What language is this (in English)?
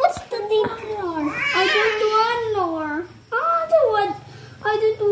Cebuano